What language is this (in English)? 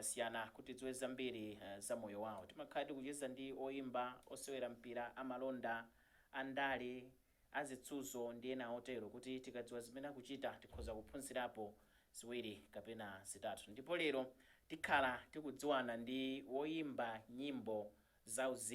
Nyanja